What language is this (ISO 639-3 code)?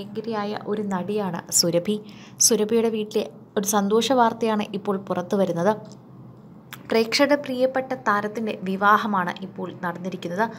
mal